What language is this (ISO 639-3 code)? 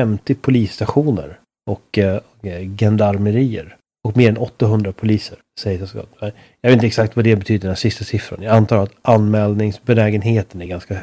swe